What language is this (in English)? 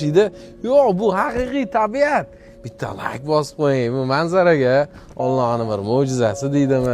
Uzbek